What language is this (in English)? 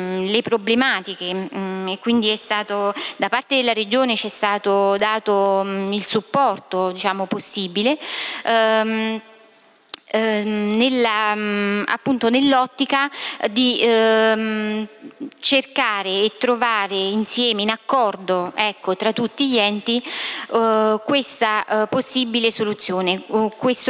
Italian